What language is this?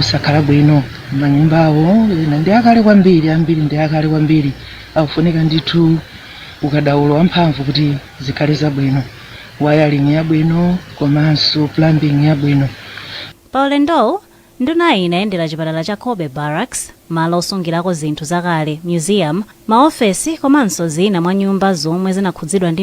Nyanja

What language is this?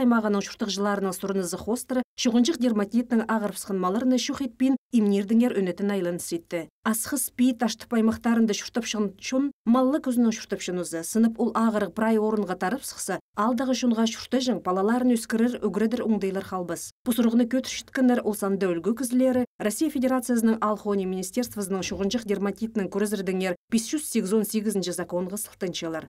Khakas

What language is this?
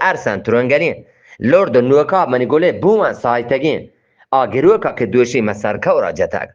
Eastern Balochi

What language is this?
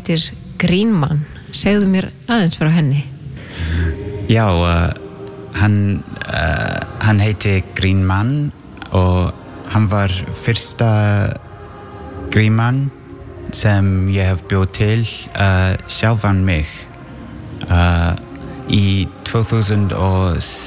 Icelandic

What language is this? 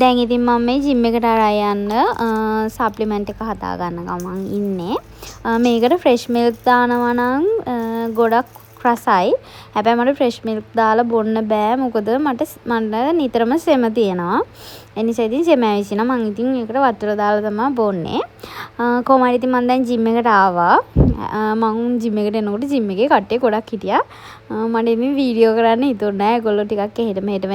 Sinhala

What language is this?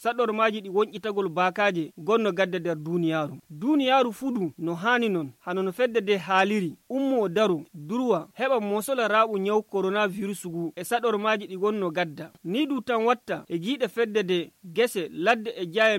Nigerian Fulfulde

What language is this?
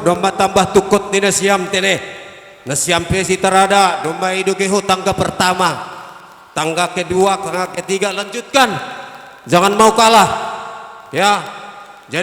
Batak Simalungun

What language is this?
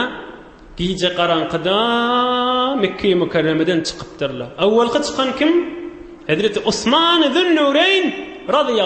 Turkmen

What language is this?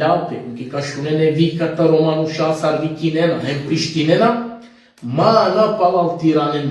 Balkan Romani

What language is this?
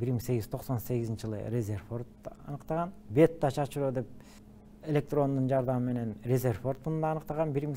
Kyrgyz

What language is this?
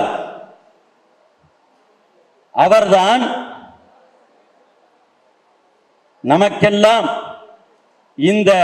Tamil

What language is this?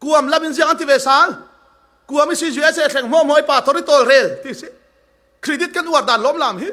Falam Chin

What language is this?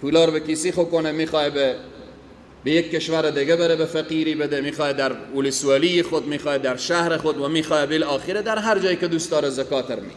Persian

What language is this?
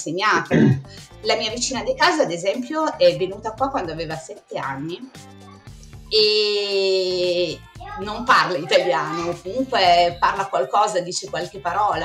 Italian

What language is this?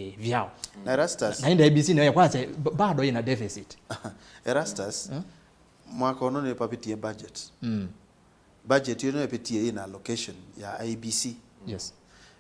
Kamba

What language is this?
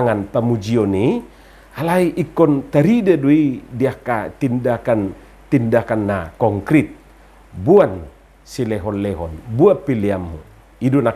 Batak Toba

